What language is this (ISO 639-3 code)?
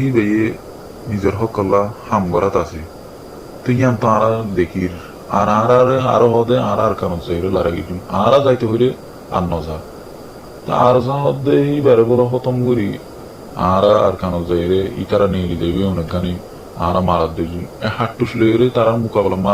rhg